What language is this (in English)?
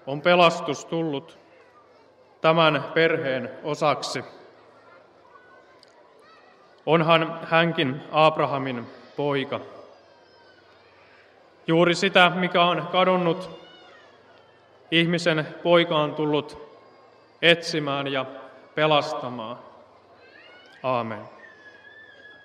Finnish